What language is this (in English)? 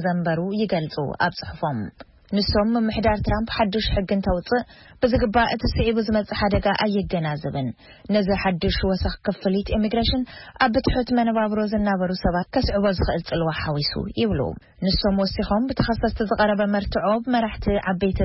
Tigrinya